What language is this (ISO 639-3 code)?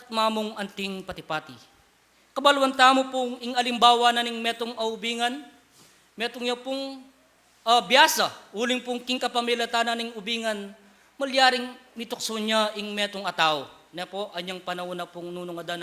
pam